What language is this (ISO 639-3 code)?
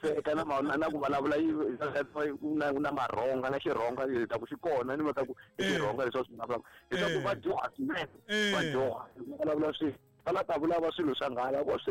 tso